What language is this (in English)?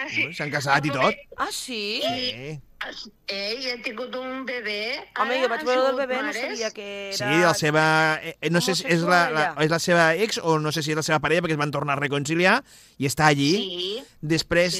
Catalan